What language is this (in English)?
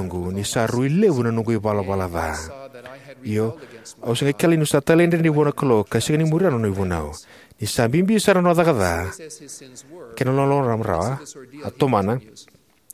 Fijian